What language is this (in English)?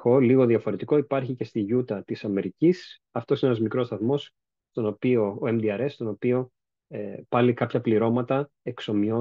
Greek